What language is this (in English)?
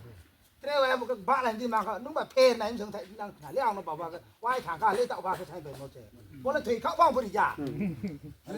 Riang (India)